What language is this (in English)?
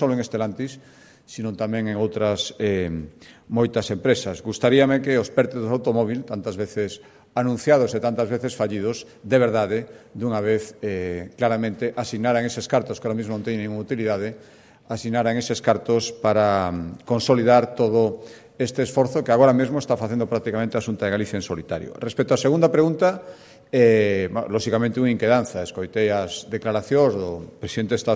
Galician